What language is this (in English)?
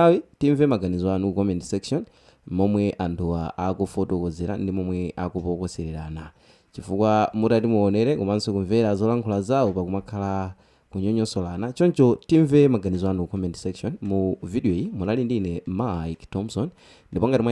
Nyanja